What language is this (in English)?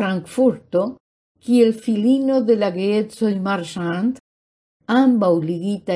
Esperanto